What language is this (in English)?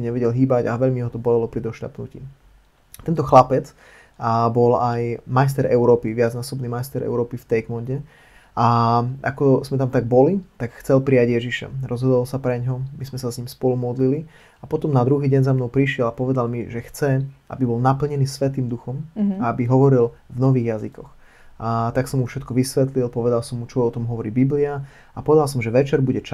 Slovak